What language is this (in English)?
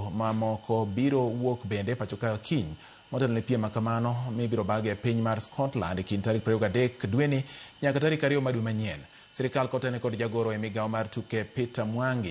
Luo (Kenya and Tanzania)